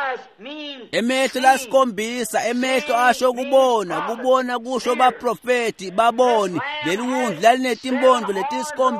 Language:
Swati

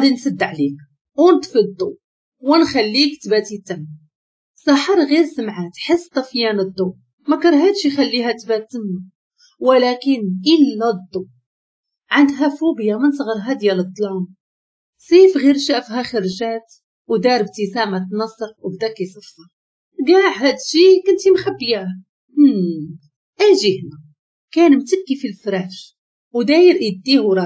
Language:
Moroccan Arabic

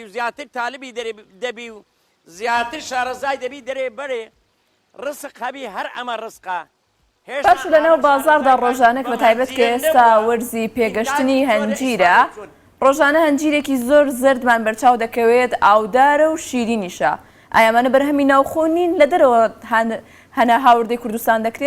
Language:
Central Kurdish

